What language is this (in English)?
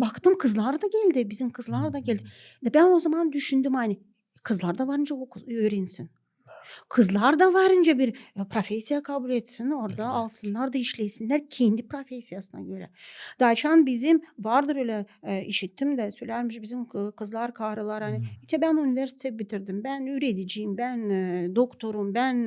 Gagauz